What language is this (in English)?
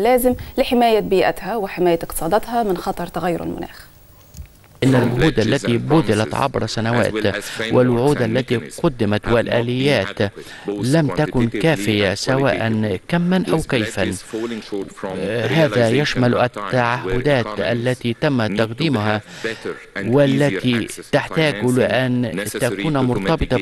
Egyptian Arabic